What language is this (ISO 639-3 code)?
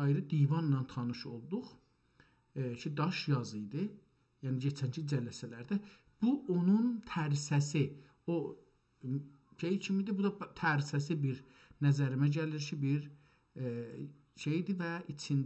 azb